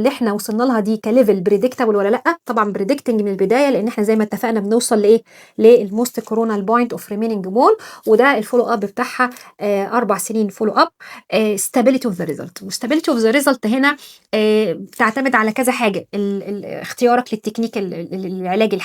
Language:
Egyptian Arabic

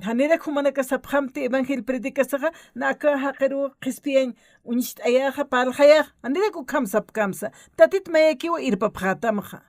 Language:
Aymara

